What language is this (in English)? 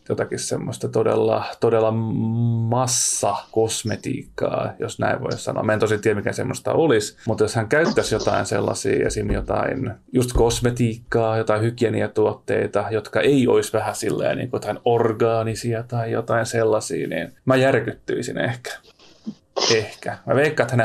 Finnish